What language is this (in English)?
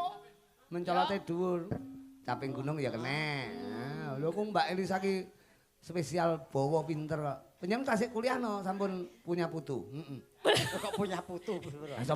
Javanese